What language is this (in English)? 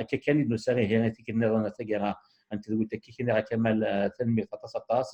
Kabyle